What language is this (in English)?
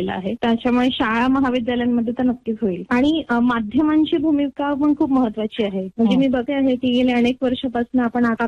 Marathi